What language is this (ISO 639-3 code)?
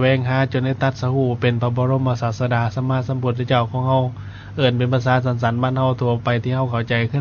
lao